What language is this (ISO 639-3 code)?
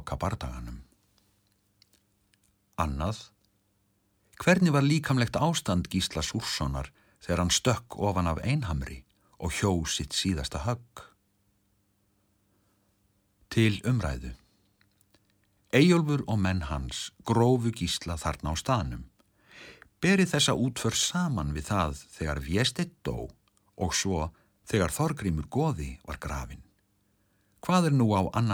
isl